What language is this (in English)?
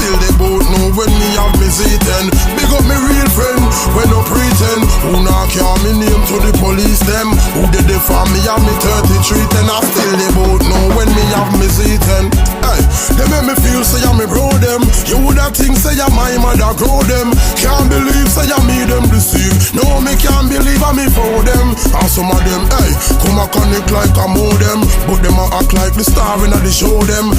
Jamaican Creole English